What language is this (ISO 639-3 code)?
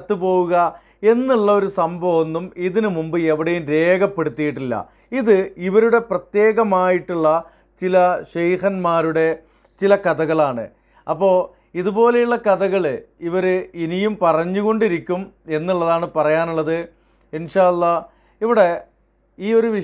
mal